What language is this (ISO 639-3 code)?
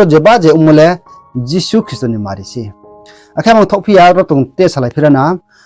ria